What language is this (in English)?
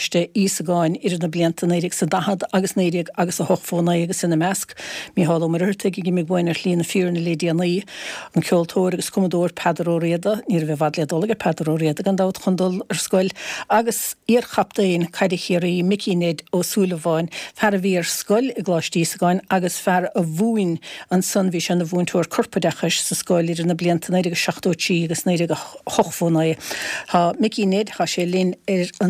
Irish